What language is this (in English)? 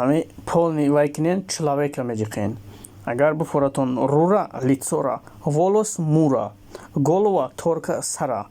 Tajik